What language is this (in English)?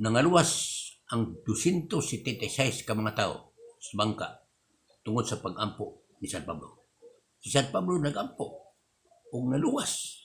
Cebuano